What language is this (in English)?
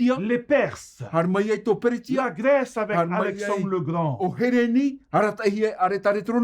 Tahitian